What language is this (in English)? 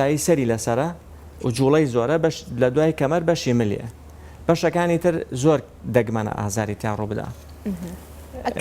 Central Kurdish